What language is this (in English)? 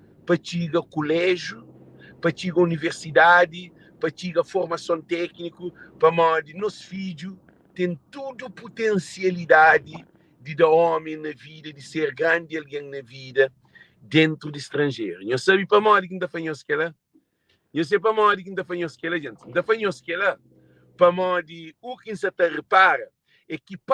Kabuverdianu